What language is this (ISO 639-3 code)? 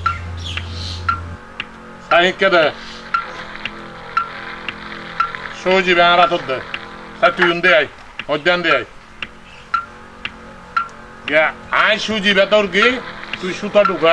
ben